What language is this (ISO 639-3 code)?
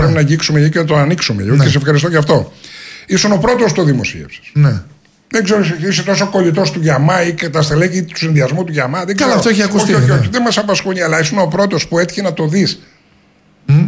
ell